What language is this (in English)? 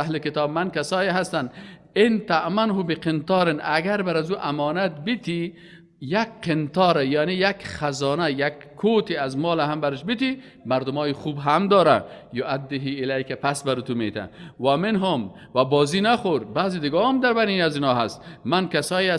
Persian